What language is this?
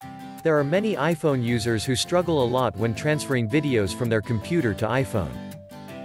English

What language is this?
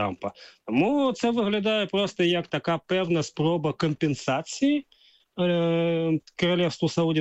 Ukrainian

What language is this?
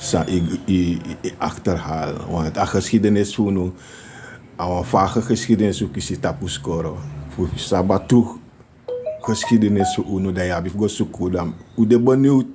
Sranan Tongo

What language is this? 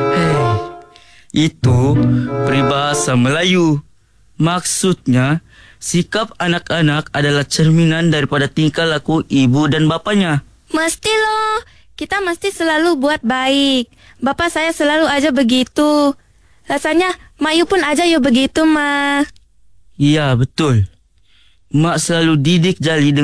Malay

